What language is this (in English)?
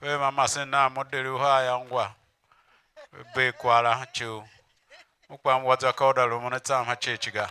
Tiv